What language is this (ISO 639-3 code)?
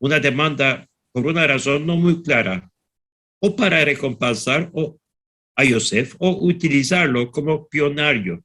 lad